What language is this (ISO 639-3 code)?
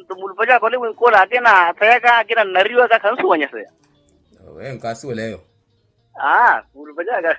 vmw